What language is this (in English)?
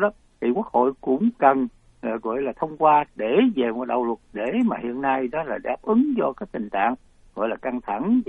Vietnamese